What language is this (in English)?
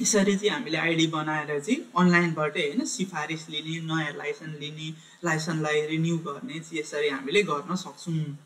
Nepali